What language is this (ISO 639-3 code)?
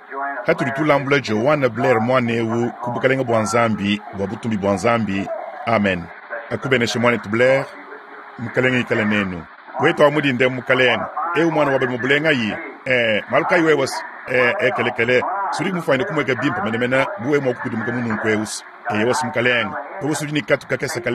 lua